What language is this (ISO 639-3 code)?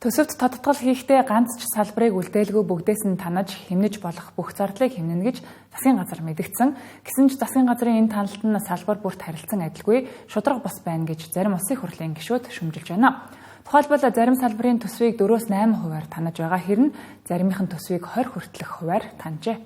mon